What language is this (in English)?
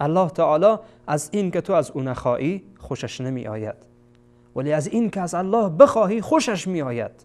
Persian